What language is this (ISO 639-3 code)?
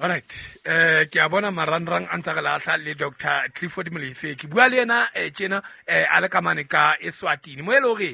sot